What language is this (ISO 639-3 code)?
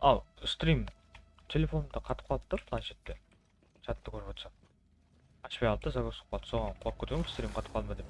kaa